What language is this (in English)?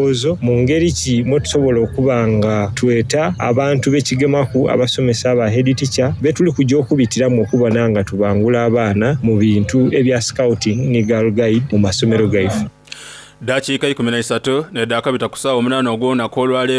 Soga